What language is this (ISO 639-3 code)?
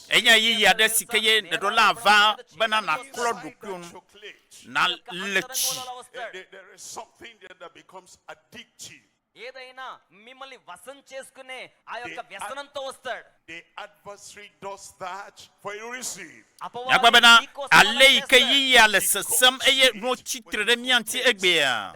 ewe